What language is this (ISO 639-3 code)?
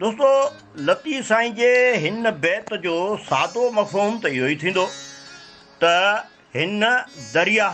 snd